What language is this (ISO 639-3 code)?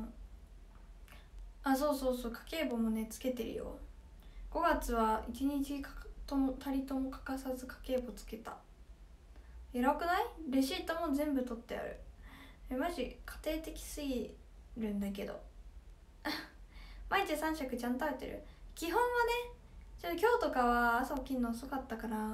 jpn